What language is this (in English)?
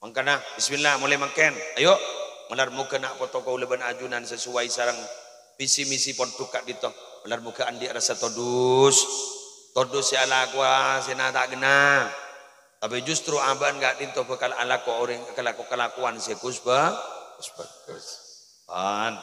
Madurese